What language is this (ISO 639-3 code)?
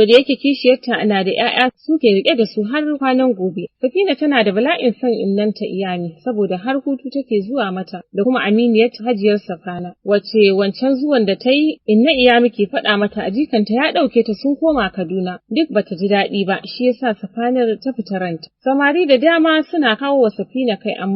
hau